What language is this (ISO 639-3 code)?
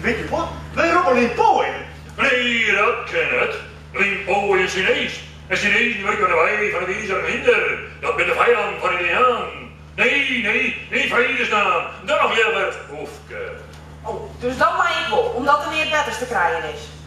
fry